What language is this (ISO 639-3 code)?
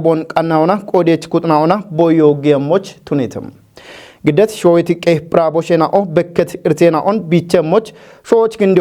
kbr